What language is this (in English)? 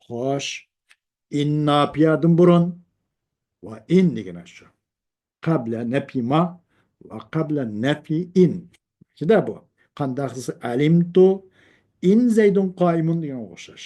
Uyghur